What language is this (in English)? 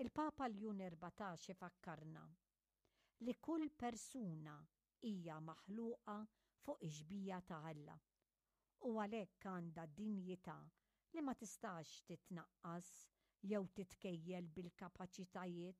Maltese